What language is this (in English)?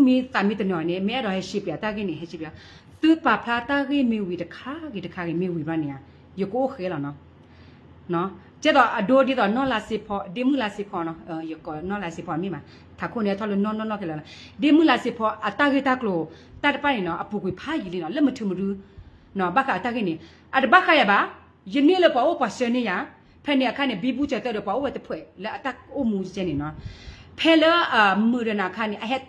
S'gaw Karen